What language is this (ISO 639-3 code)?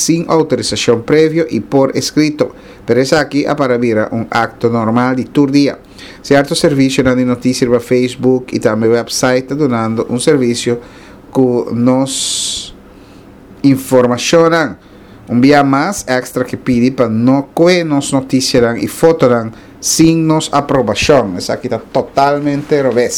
pap